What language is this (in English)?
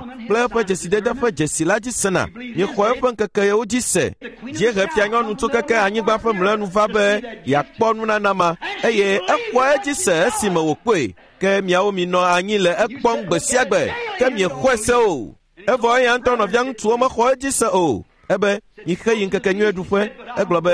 Ewe